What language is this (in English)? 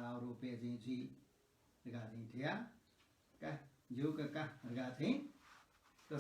Newari